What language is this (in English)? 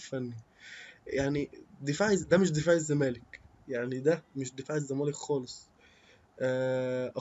Egyptian Arabic